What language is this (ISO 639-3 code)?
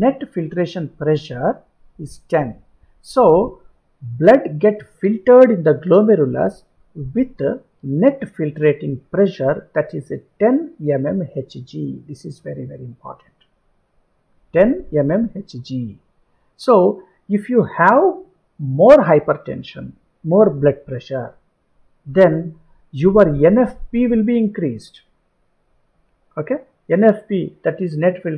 eng